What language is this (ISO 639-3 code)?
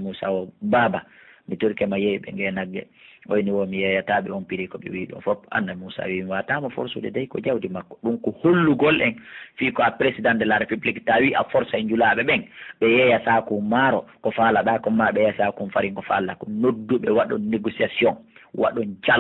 fuf